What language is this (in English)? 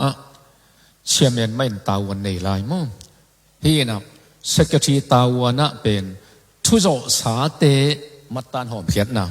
Tedim Chin